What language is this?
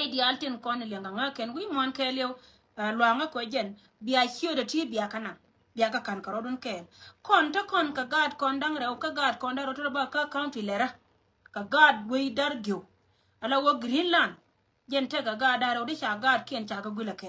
Nuer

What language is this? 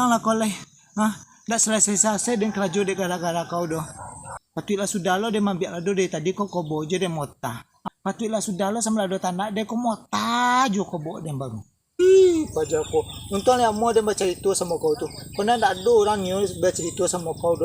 Minangkabau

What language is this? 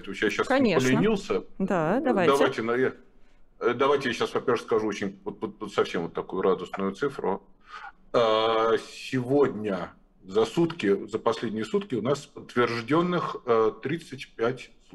Russian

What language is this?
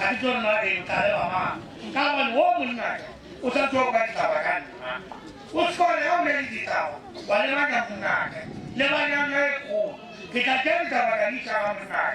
Northern Sotho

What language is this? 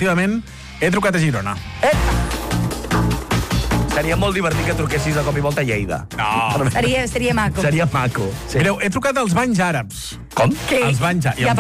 Catalan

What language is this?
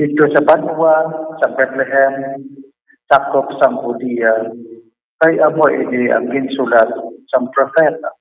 Hiligaynon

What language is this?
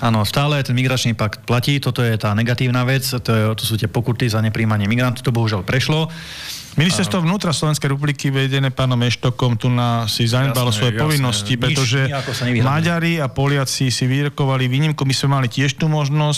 Slovak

